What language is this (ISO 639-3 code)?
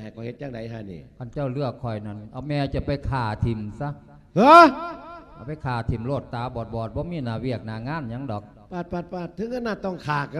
lao